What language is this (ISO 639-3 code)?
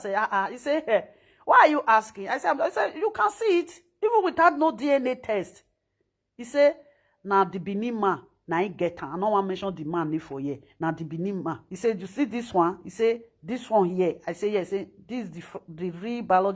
pcm